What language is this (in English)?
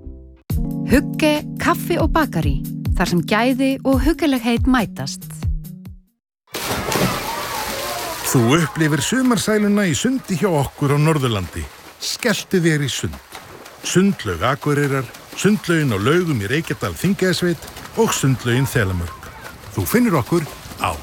Icelandic